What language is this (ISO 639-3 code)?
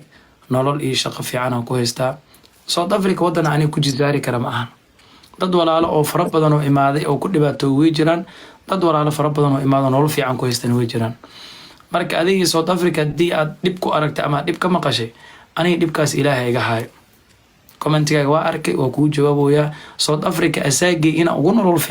som